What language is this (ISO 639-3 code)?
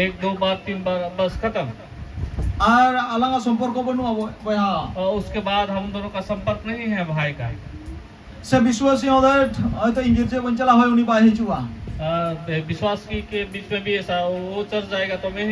sat